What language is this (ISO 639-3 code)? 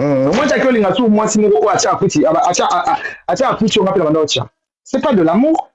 lin